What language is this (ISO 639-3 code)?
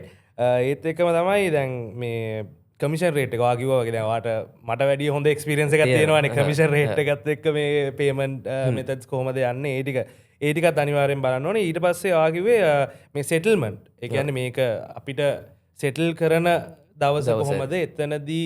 sin